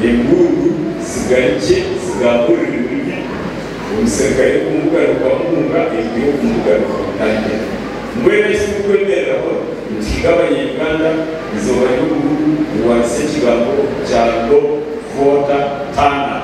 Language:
Nyankole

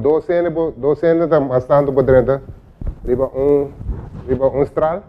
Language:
Papiamento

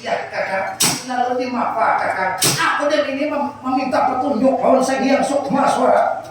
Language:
Banjar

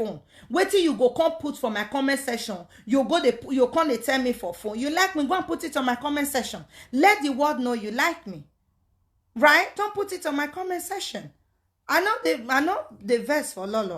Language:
Nigerian Pidgin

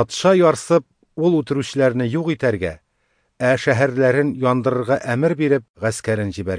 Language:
Tatar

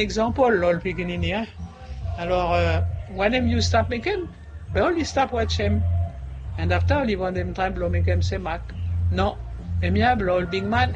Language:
Bislama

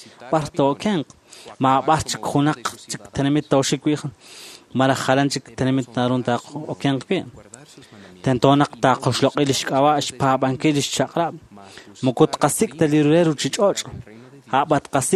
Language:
Kekchí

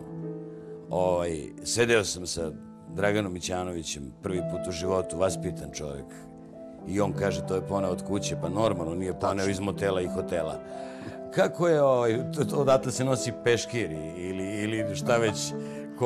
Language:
Serbian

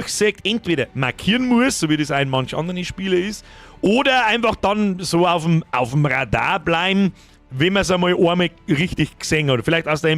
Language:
Bavarian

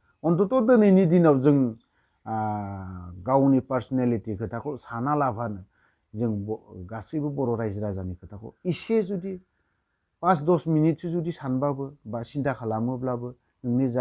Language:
Bodo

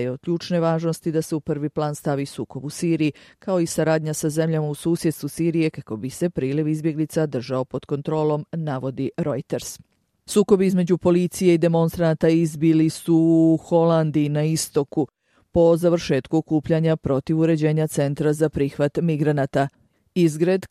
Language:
Bosnian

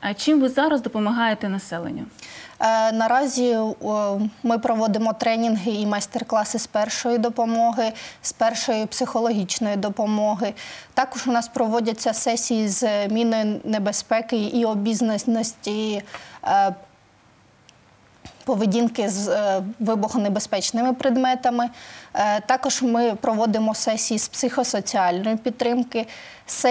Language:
Ukrainian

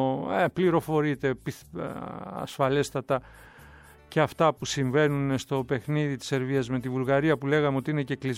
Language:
Greek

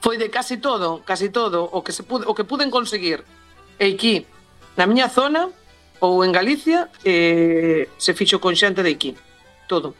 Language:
Galician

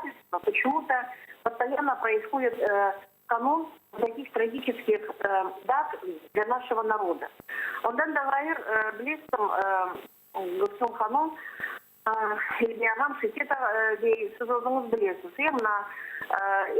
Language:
Crimean Tatar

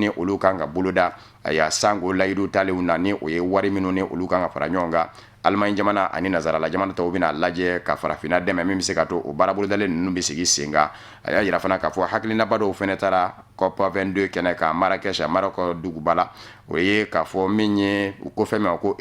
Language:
Bambara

